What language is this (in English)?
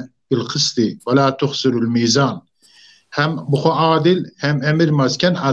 Zaza